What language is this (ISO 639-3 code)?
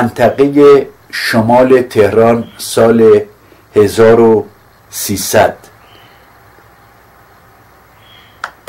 fas